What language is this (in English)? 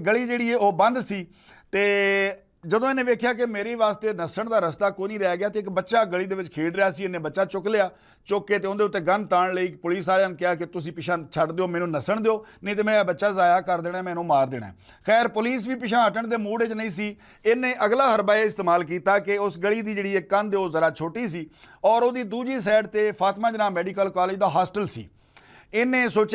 Western Panjabi